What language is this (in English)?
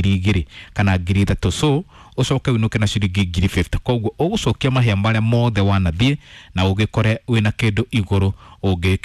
Kikuyu